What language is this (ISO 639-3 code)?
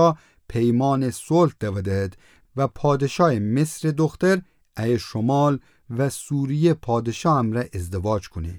glk